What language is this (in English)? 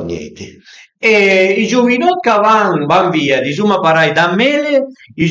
Piedmontese